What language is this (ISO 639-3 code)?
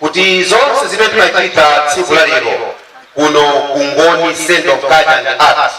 nya